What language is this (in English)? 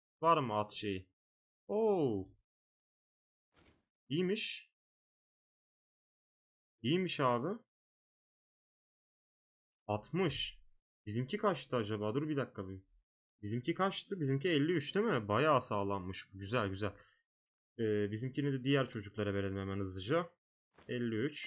Turkish